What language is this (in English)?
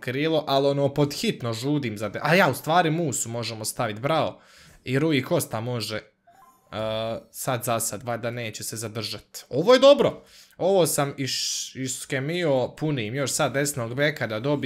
Croatian